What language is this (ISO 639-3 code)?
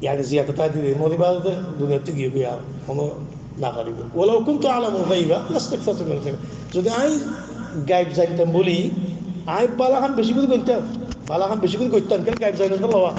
rhg